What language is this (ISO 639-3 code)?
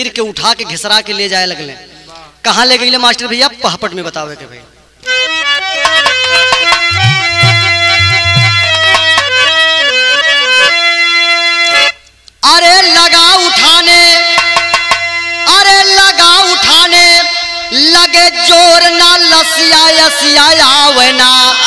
bho